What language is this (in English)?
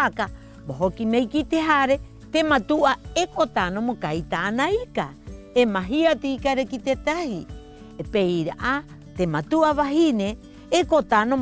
Rapanui